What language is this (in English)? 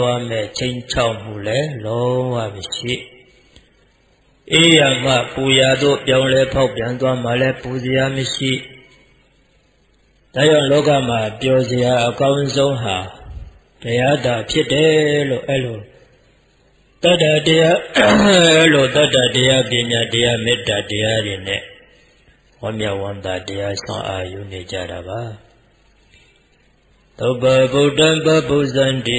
Burmese